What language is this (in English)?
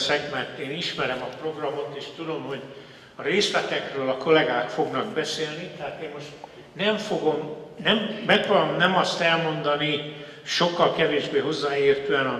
Hungarian